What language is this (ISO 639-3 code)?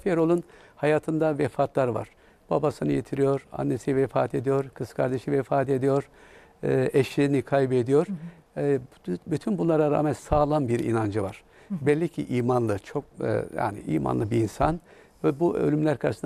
tur